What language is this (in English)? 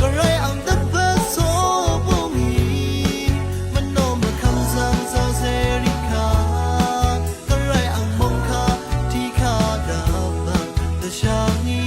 Rawang